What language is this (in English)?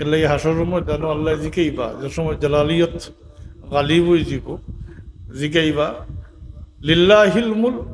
Sylheti